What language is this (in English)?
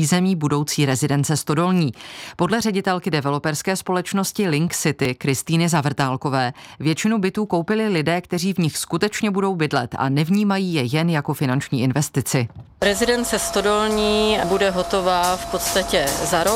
Czech